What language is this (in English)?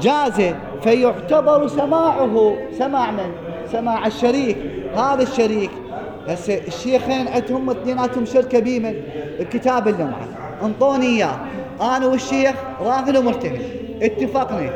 Mesopotamian Arabic